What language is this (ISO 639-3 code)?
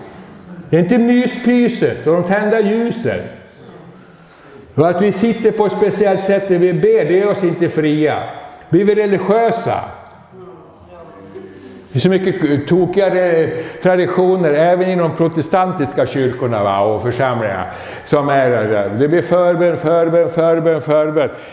swe